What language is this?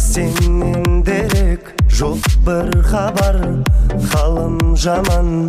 Kara-Kalpak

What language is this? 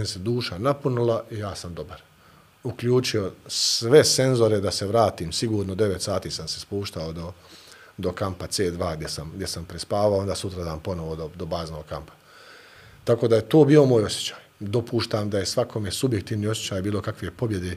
Bosnian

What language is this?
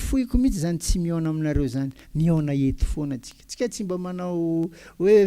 Malagasy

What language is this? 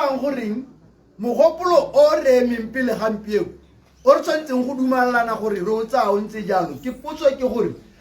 Tswana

